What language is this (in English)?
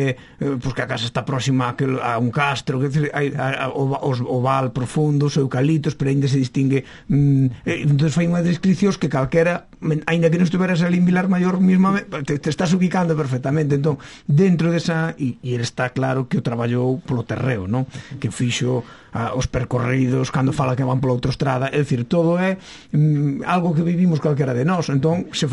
Galician